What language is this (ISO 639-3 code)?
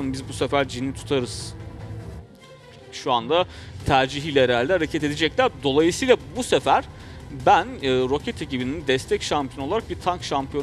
tur